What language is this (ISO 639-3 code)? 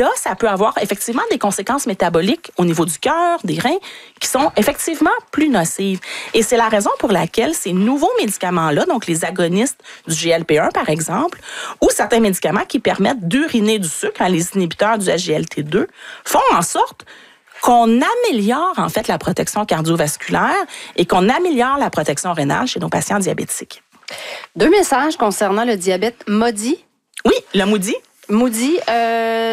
fra